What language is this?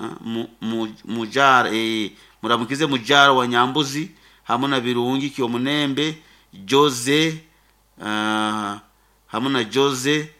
Nyoro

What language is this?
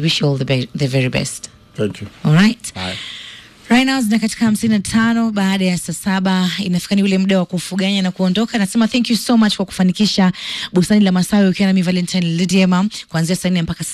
Swahili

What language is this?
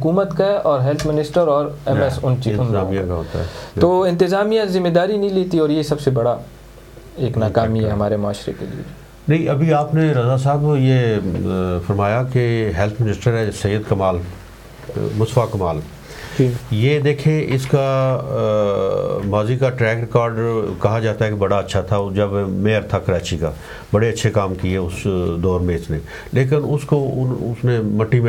Urdu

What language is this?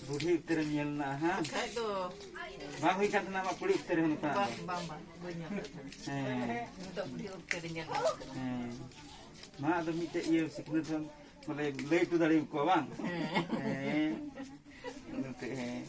Santali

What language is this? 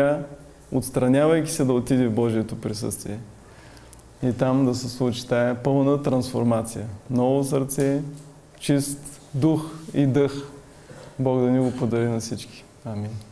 Bulgarian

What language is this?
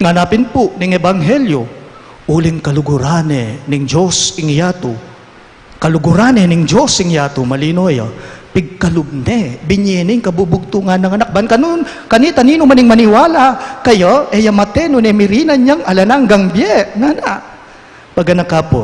Pampanga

